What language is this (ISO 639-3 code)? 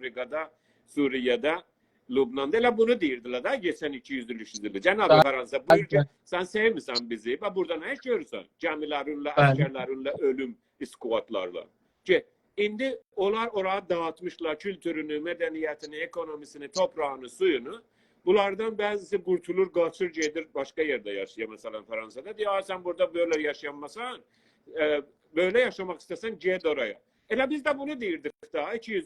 azb